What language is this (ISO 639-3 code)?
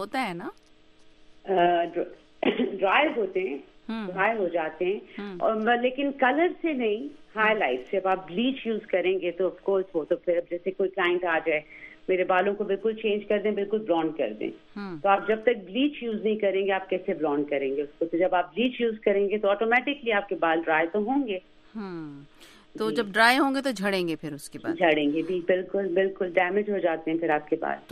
urd